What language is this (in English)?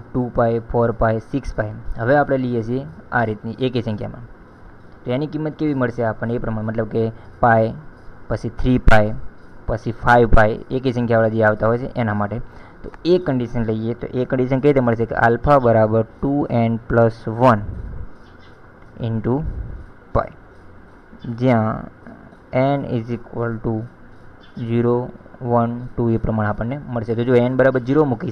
Gujarati